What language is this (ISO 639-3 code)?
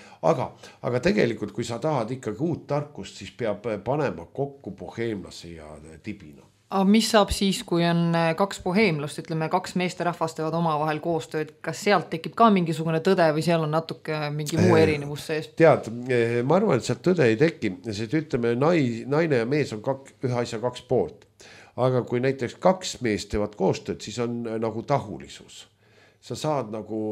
est